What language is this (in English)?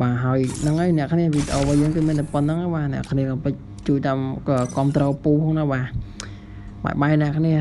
Khmer